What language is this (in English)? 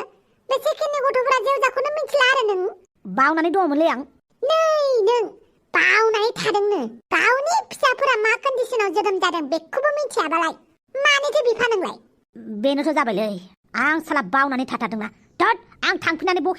Bodo